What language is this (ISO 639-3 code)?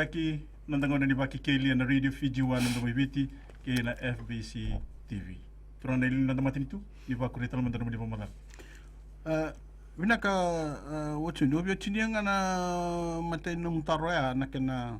fij